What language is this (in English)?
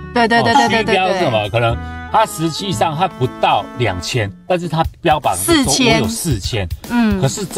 Chinese